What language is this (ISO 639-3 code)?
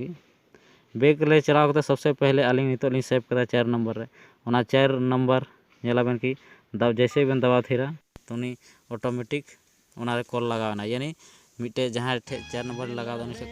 sat